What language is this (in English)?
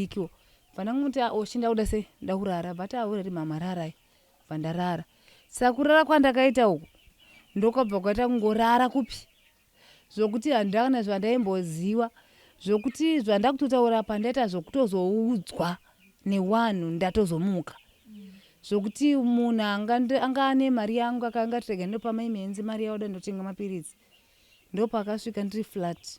Shona